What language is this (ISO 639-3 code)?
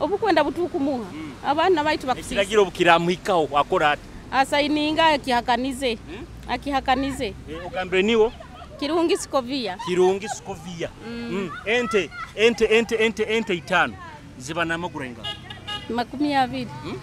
nyo